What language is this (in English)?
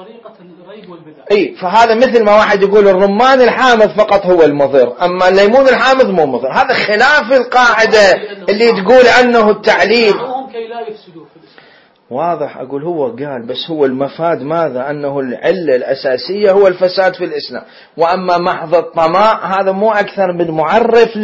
Mesopotamian Arabic